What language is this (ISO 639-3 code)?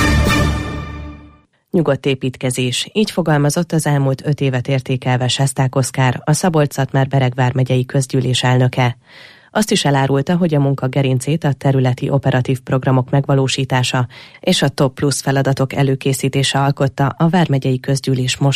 hun